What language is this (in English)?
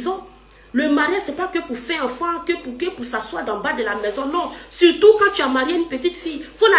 French